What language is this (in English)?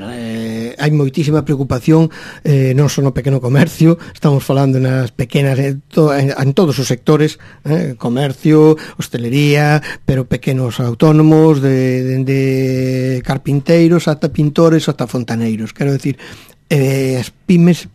Galician